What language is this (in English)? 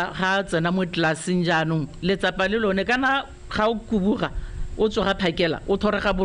Tswana